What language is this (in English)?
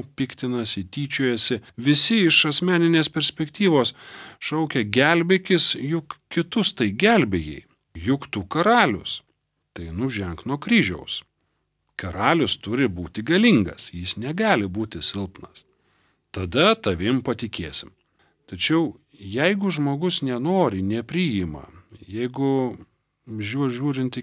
Lithuanian